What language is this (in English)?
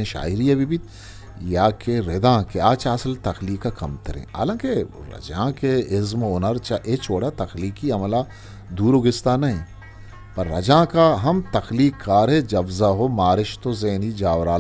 Eastern Balochi